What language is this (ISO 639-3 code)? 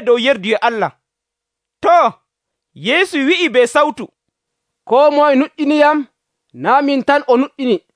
fuv